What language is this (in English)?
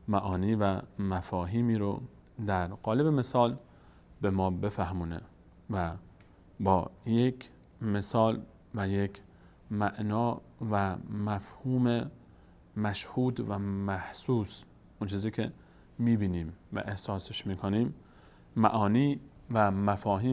Persian